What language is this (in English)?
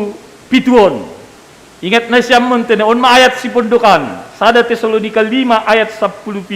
Batak Simalungun